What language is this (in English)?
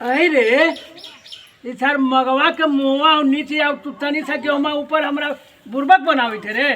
Magahi